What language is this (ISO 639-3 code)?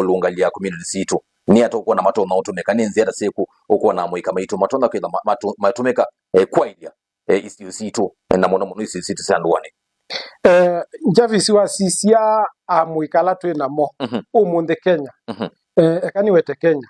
kam